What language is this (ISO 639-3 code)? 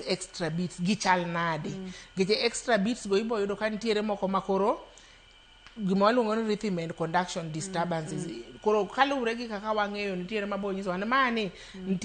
luo